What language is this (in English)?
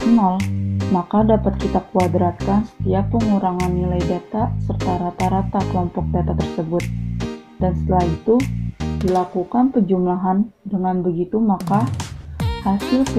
Indonesian